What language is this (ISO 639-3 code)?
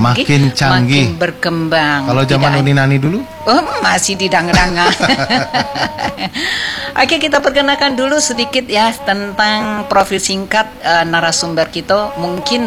ind